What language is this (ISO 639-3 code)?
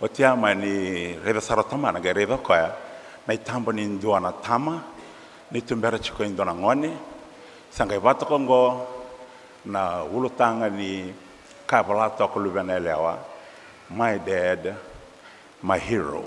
fij